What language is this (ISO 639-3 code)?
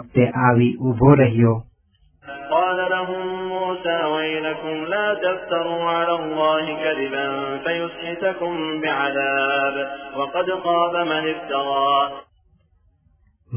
guj